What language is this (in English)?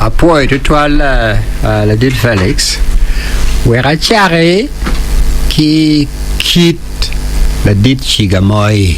Acoli